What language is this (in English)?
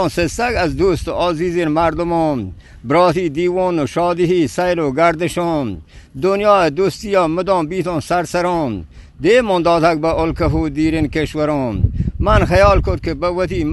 Eastern Balochi